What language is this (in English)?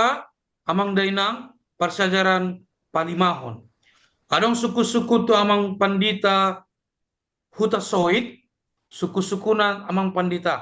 Batak Toba